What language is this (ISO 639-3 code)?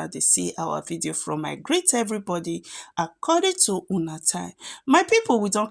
pcm